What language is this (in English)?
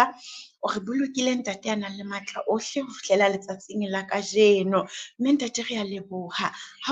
Southern Sotho